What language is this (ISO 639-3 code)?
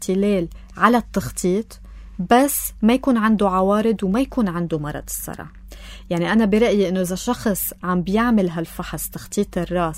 apc